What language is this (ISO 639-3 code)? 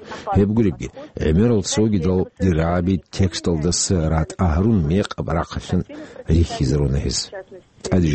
ava